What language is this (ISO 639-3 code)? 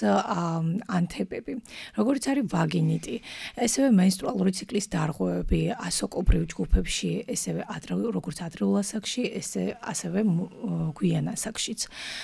kat